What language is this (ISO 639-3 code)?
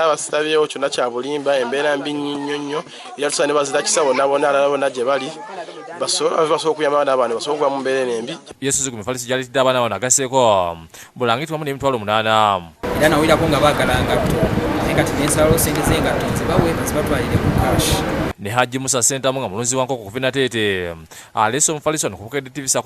lug